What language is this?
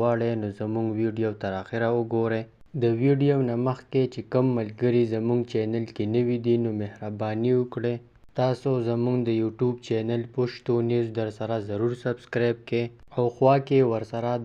Pashto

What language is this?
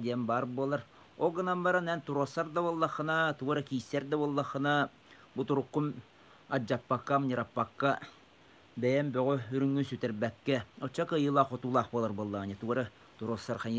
Yakut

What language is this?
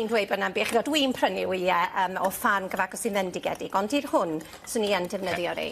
Welsh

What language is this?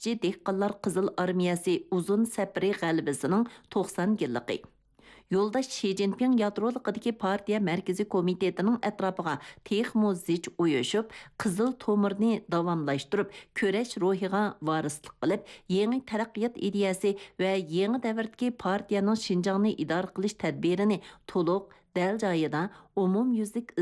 Uyghur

